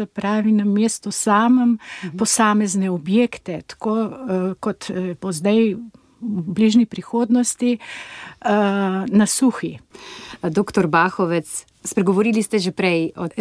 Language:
Slovenian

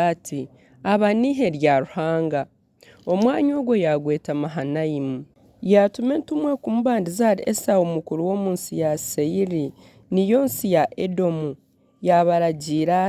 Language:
Nyankole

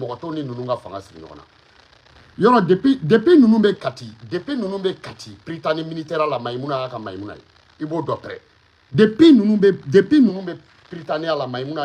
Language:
Bambara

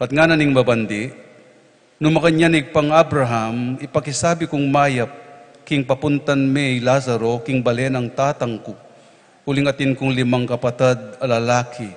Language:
Pampanga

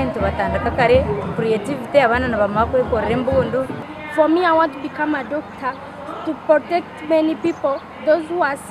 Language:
Nyankole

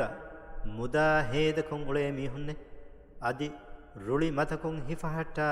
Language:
Divehi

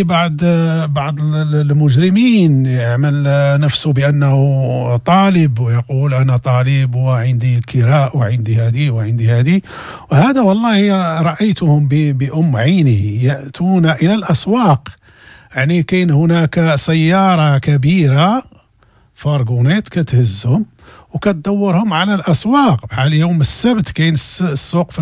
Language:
Moroccan Arabic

